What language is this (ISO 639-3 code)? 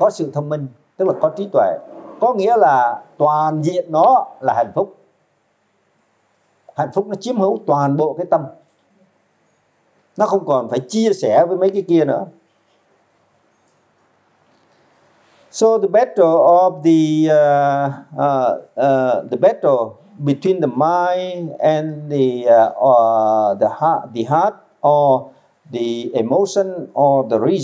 vie